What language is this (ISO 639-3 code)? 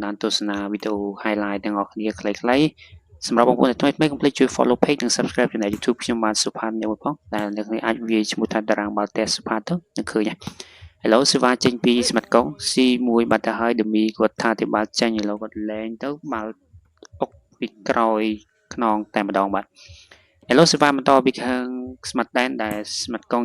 khm